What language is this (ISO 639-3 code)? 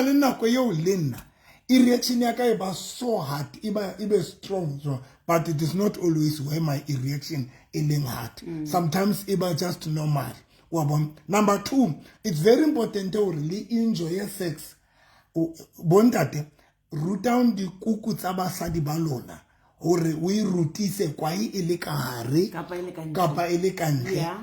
sot